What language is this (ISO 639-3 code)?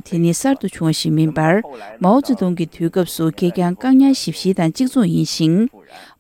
bod